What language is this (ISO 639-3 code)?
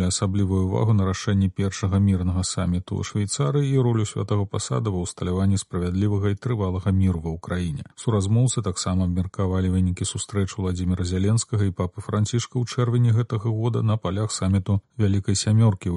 bel